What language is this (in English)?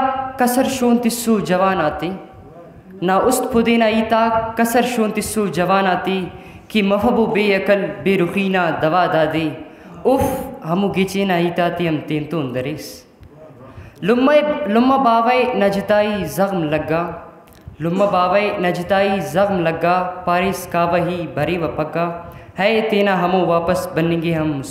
Brahui